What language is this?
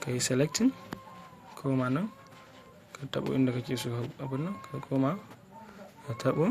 Hausa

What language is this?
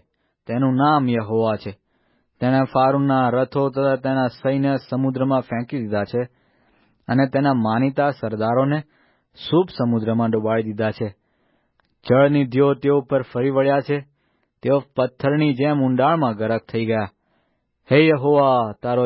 Gujarati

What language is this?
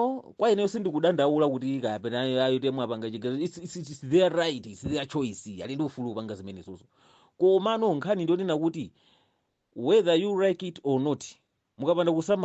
Nyanja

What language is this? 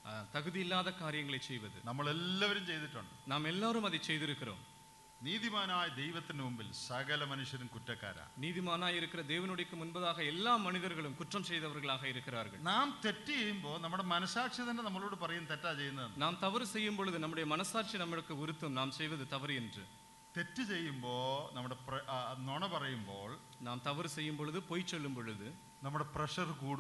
Malayalam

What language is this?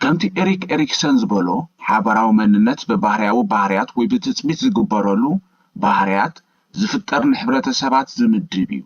Tigrinya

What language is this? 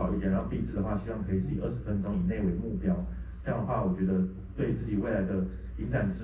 Chinese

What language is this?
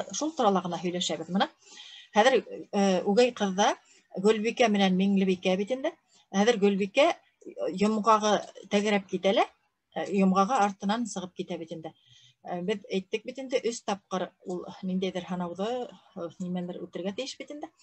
Bashkir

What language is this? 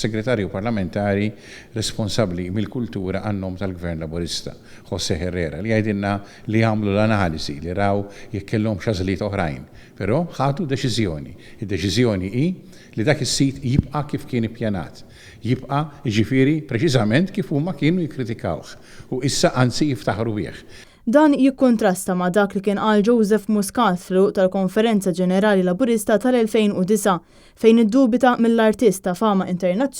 Maltese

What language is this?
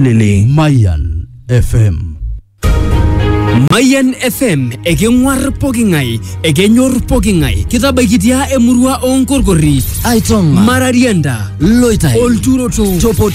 Masai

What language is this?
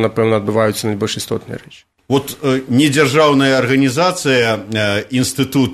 Belarusian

